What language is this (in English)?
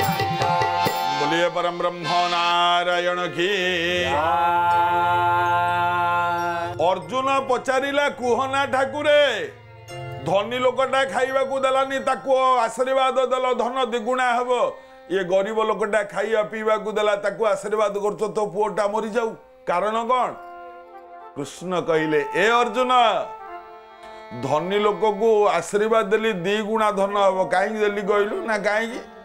Odia